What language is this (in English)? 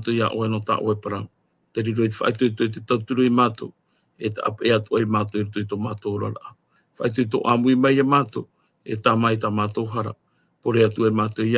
Tahitian